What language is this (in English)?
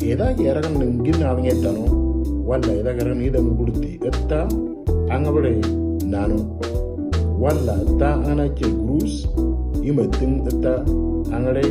Moro